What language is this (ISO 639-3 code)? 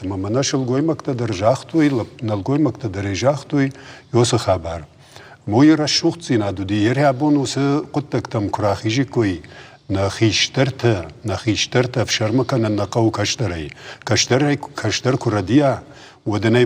oss